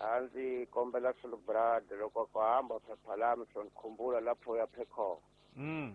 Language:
Tsonga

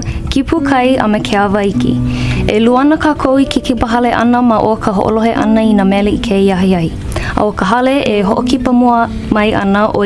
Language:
Hawaiian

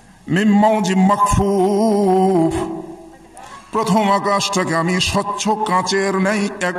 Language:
Bangla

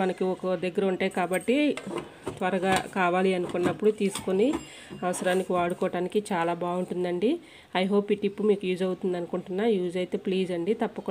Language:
Telugu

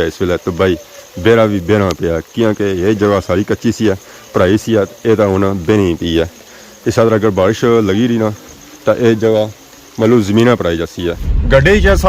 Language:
Pahari-Potwari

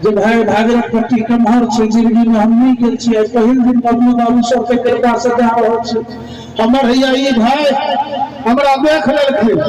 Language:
Maithili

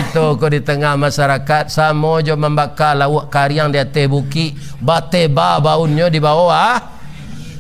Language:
Minangkabau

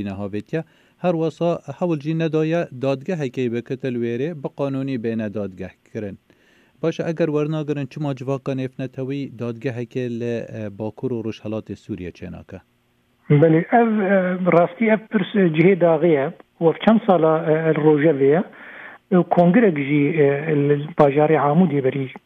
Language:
Kurdish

